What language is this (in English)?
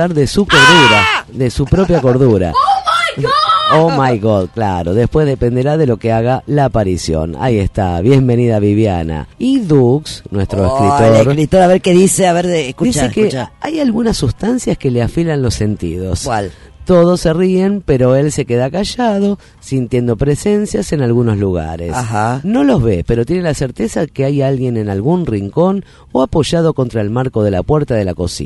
Spanish